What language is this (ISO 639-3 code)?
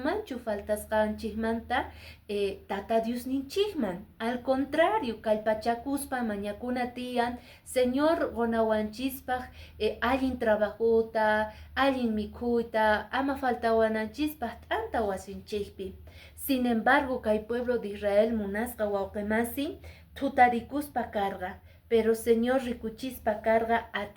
que